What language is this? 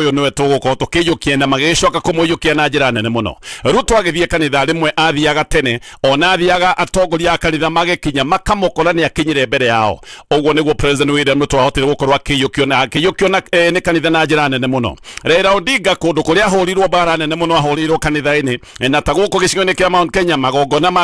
Kikuyu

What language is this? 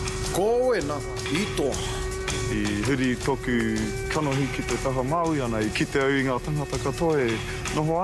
Māori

